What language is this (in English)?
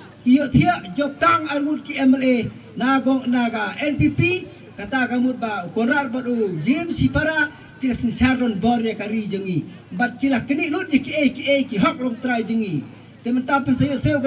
Khasi